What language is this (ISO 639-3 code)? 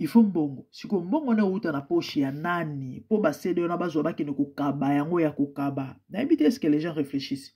lin